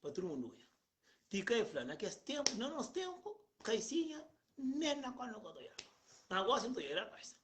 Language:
Kabuverdianu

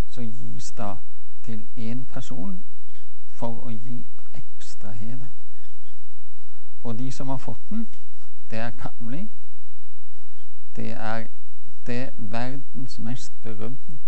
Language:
Norwegian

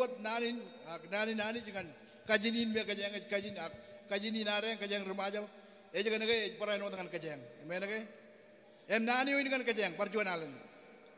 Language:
Marshallese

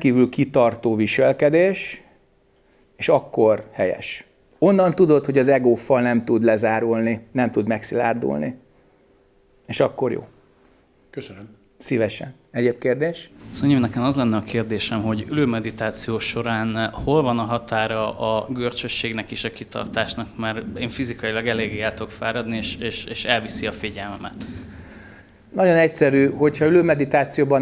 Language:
Hungarian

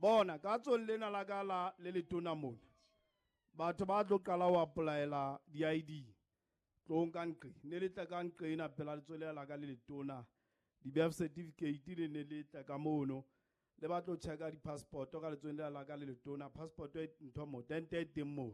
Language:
Southern Sotho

